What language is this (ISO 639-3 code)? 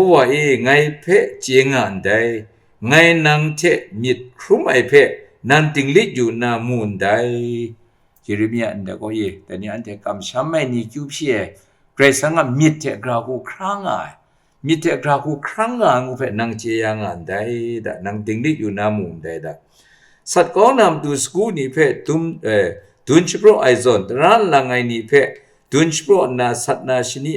kac